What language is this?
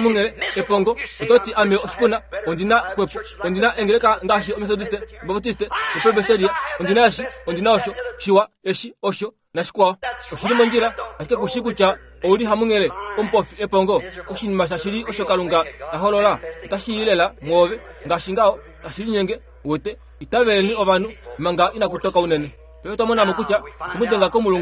Kuanyama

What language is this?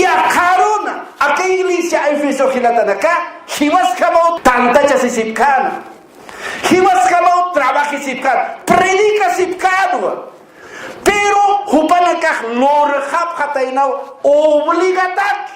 Aymara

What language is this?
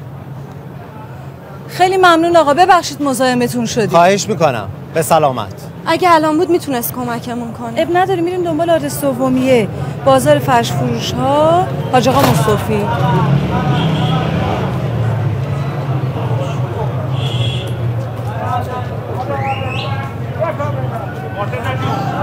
Persian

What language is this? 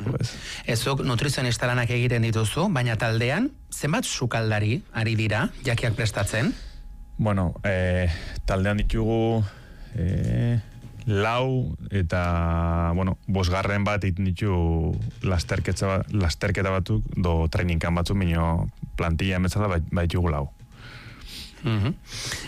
Basque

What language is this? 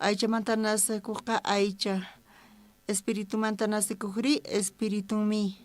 South Bolivian Quechua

